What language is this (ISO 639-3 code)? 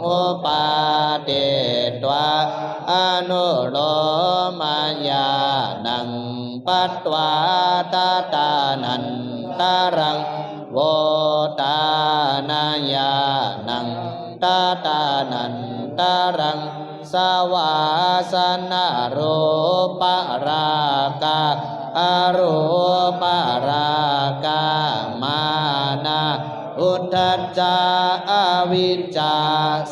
pli